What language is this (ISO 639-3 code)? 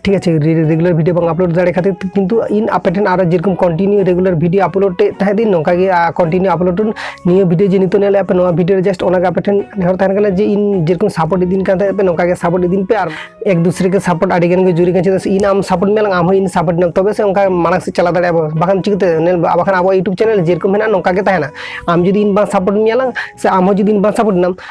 sat